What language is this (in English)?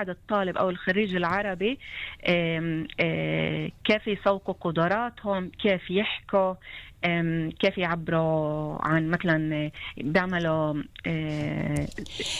North Levantine Arabic